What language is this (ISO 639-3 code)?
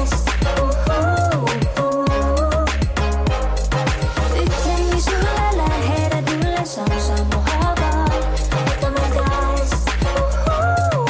est